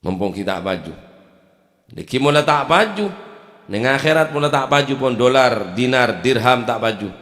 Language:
Madurese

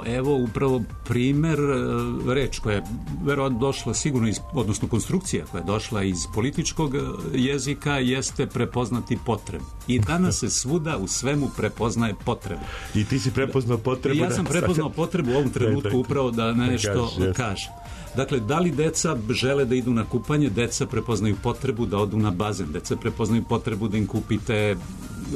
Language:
Serbian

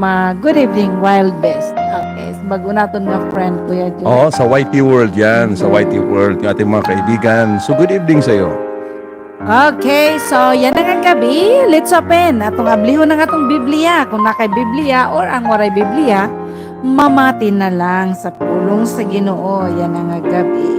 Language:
Waray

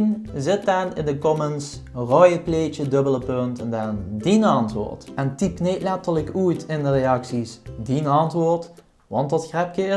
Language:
Limburgish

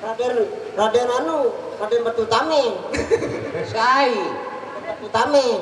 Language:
Sasak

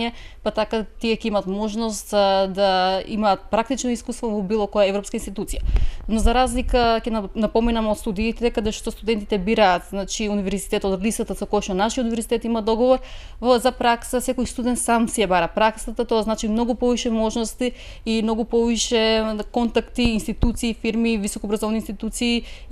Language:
Macedonian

